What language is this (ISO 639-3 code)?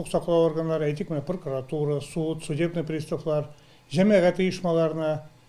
tat